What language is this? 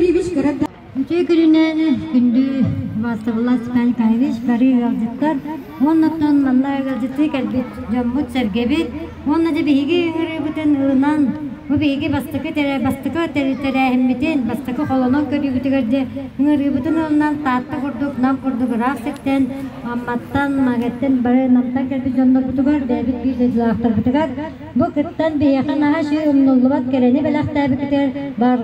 Yakut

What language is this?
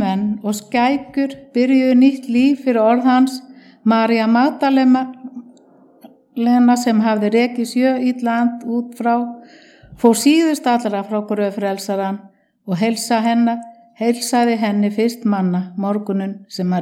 Icelandic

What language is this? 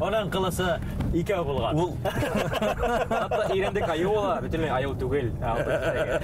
Bashkir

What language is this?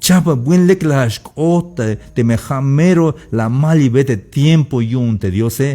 Tzeltal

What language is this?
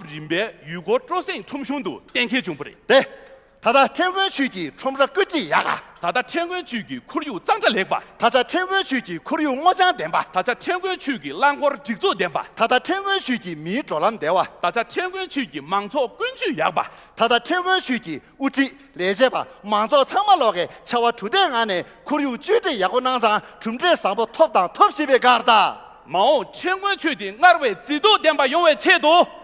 Tibetan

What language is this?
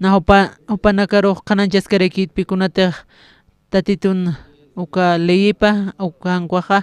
Aymara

